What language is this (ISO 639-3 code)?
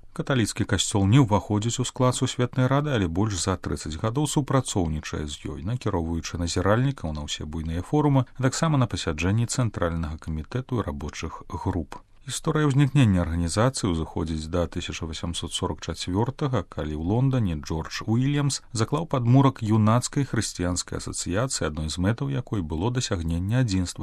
bel